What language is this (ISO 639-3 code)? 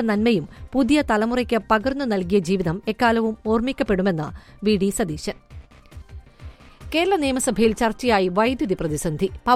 mal